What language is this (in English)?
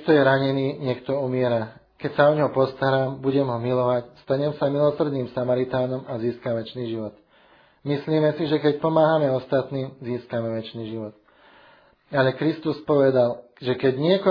Slovak